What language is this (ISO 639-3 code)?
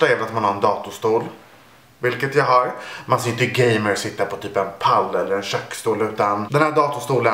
swe